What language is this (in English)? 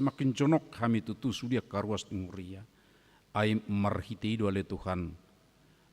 Batak Toba